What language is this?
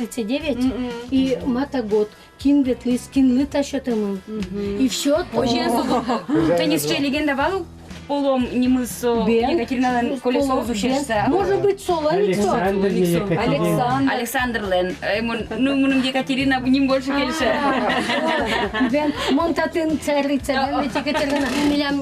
Udmurt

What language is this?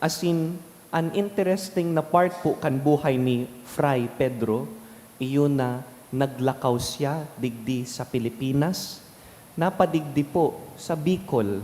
Bikol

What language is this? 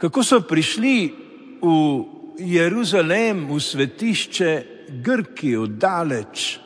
Slovenian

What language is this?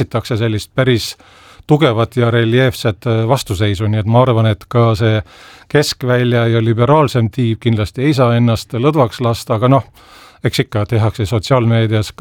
Estonian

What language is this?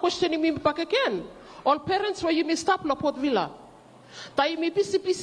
Bislama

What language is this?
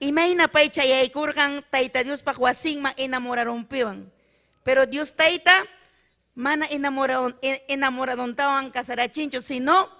Ayacucho Quechua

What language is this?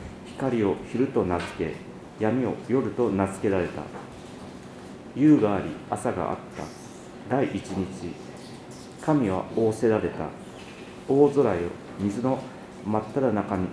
Japanese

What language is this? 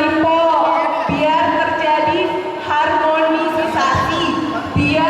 Betawi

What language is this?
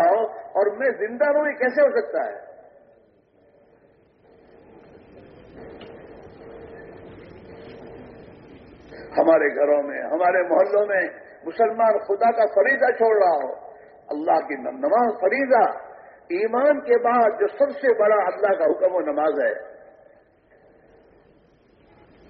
Urdu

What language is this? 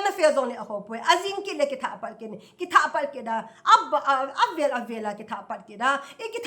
Thado Chin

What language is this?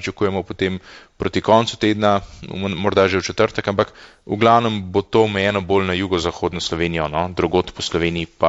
Slovenian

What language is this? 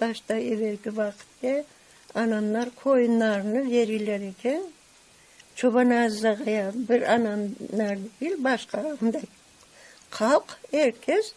Crimean Tatar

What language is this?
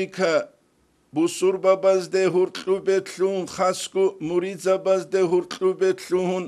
Avaric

